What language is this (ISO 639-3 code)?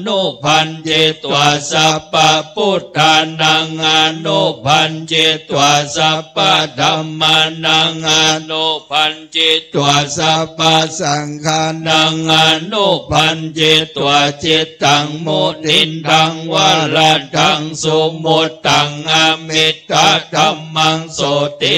pli